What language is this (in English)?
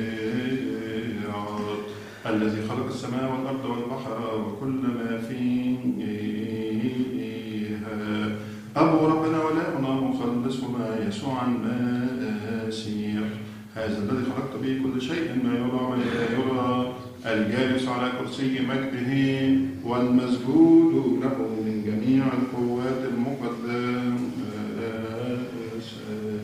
Arabic